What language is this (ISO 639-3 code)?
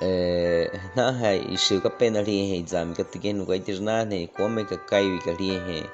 bwi